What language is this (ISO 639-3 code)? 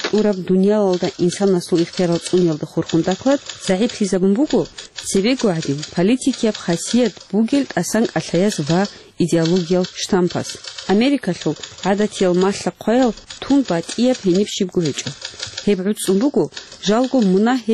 ava